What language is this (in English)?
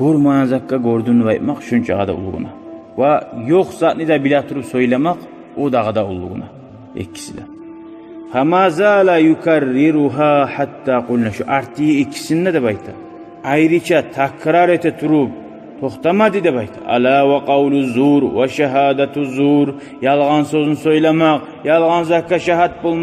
Kumyk